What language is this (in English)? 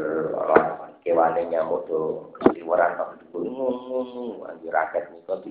Javanese